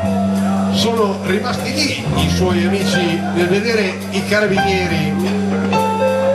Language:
Italian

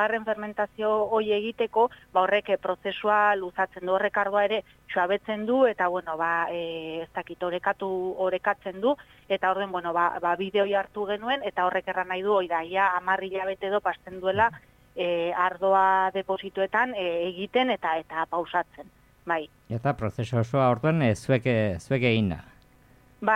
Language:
Basque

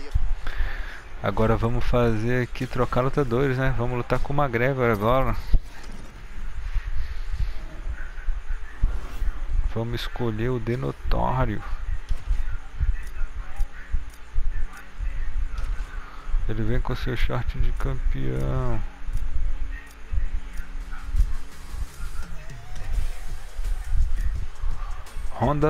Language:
Portuguese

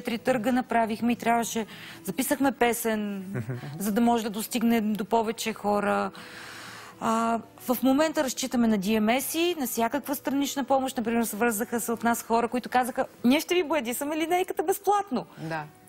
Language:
Bulgarian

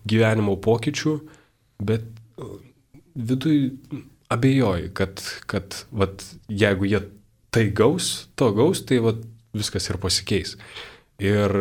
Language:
Lithuanian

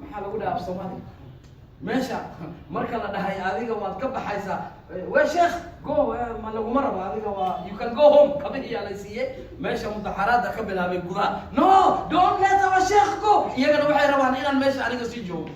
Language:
Somali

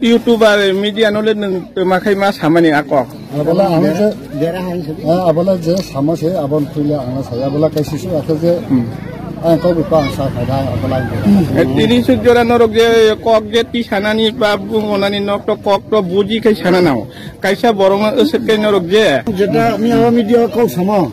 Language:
Kok Borok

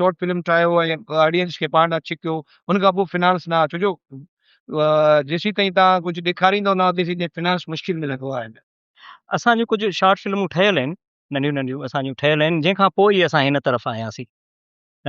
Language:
Sindhi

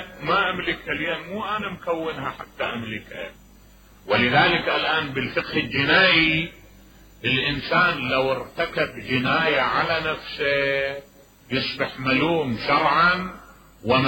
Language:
Mesopotamian Arabic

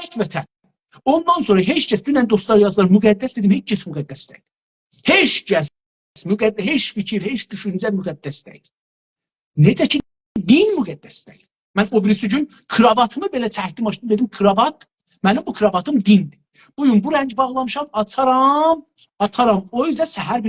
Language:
South Azerbaijani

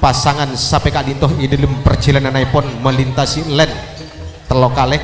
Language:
Madurese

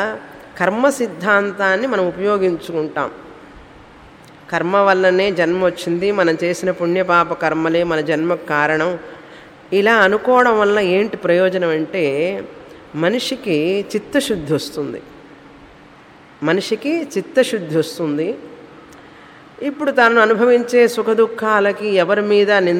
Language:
Telugu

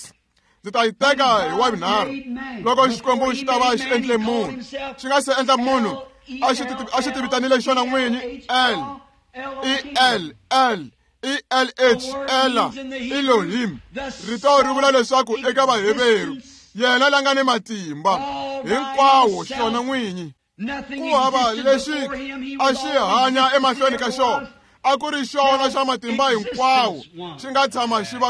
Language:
Tsonga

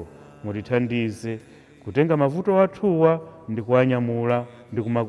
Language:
Nyanja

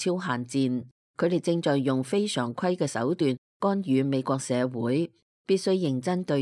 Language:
Cantonese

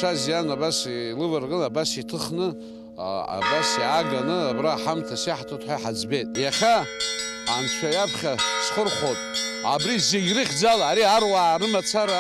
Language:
Abkhazian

